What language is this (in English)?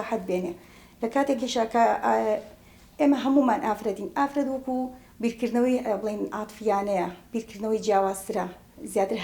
Central Kurdish